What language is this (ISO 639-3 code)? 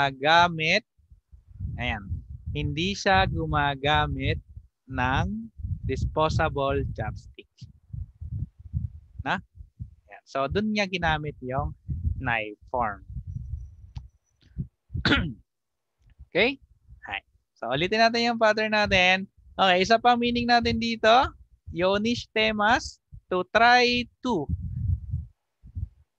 fil